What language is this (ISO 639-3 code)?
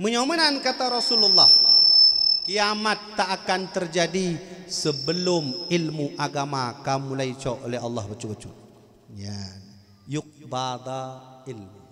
ace